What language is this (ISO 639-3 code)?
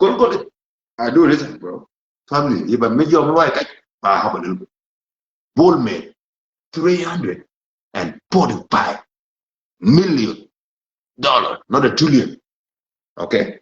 nus